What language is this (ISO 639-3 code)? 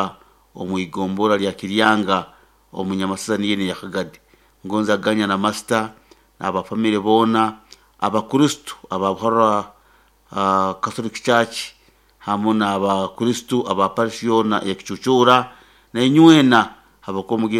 nyo